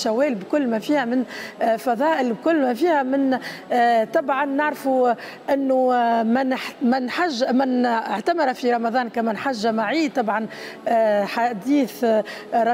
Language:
Tunisian Arabic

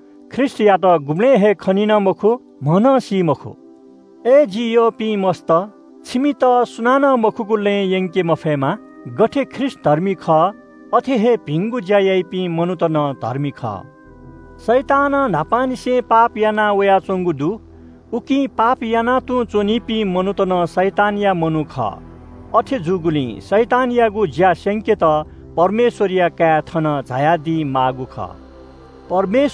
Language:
Newari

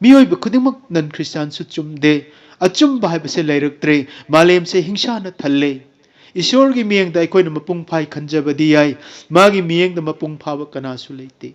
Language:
Manipuri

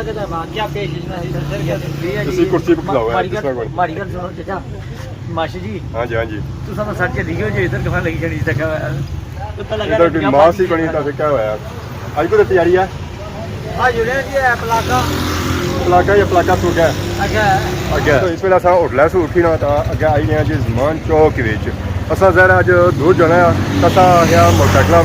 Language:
Pahari-Potwari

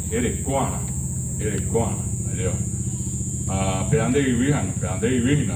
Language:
Guarani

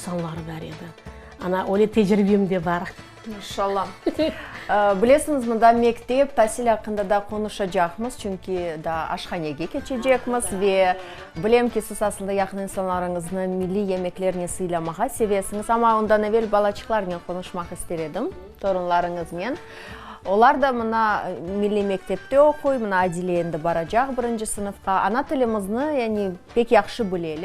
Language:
Crimean Tatar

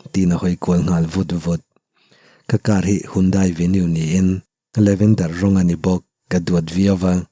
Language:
Mizo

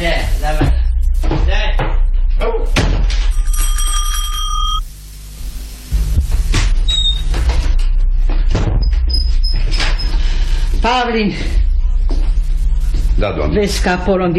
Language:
Romanian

